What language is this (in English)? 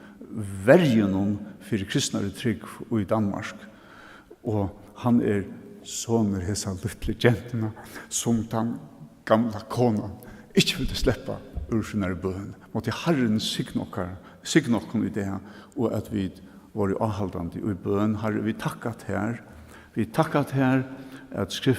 Faroese